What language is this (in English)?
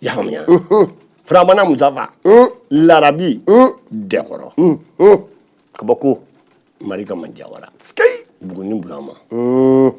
Bambara